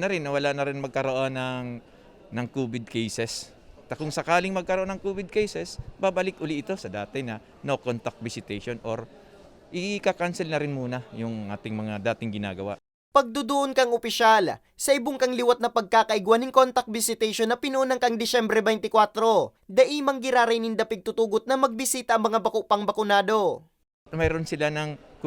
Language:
Bikol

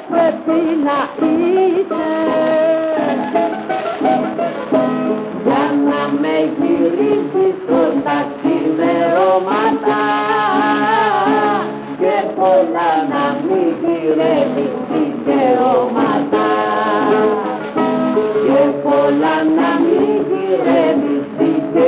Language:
Greek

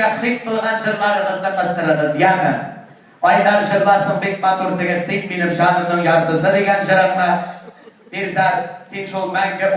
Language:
Tatar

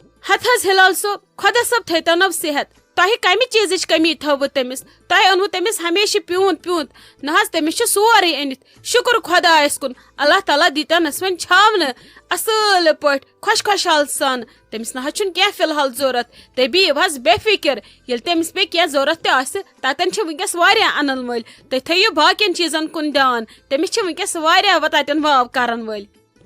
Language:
Kashmiri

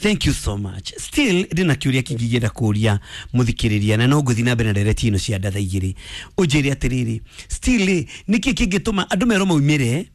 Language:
Kikuyu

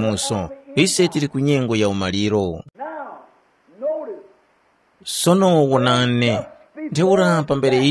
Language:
Tumbuka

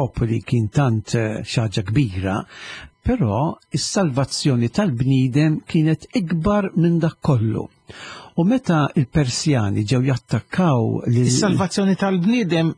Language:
Maltese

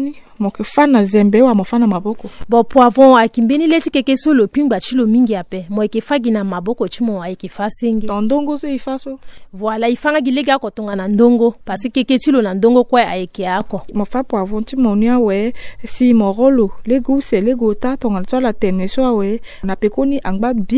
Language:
Sango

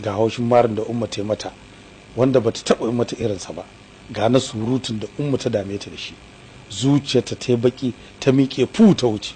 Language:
Hausa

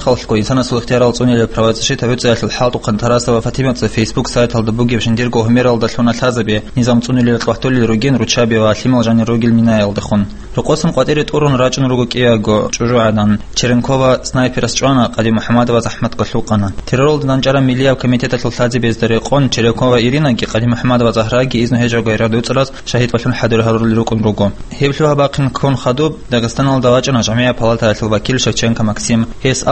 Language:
Avaric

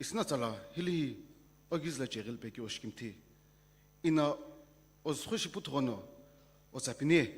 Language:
Sumi Naga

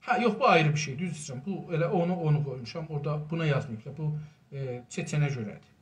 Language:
South Azerbaijani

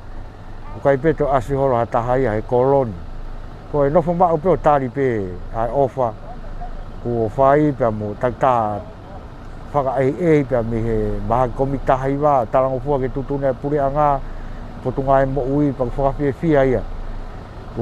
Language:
Tongan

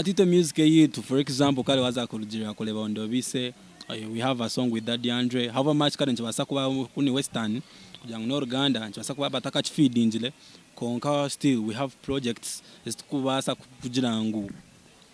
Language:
Nyankole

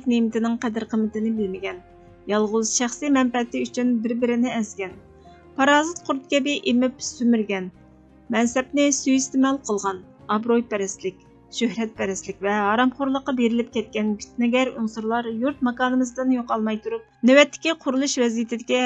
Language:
Uyghur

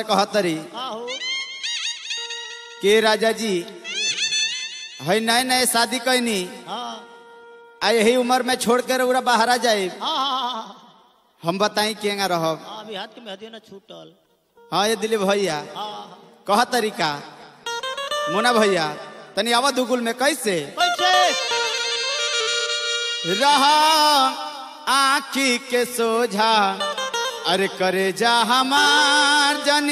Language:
Bhojpuri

